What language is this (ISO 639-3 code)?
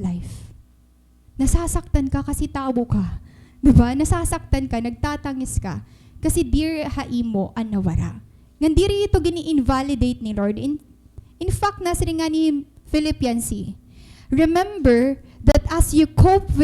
war